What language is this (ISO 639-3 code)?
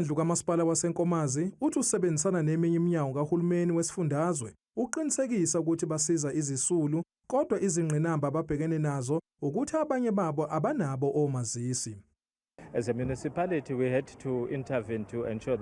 zul